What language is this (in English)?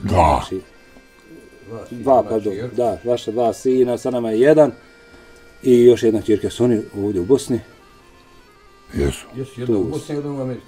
Bosnian